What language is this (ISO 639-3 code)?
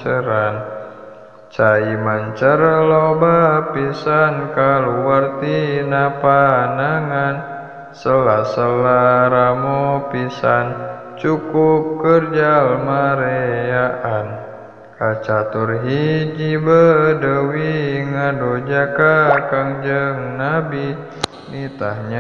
sun